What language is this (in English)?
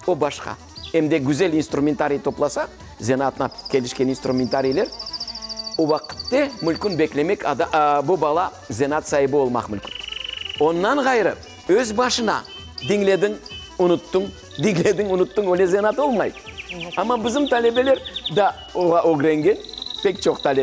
Crimean Tatar